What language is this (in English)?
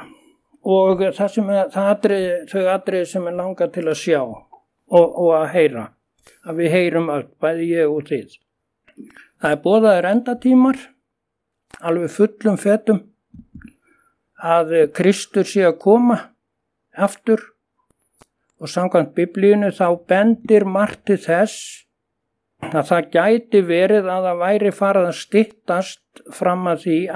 Icelandic